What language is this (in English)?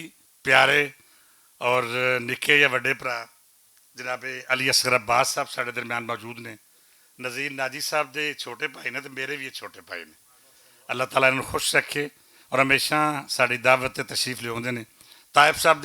Western Panjabi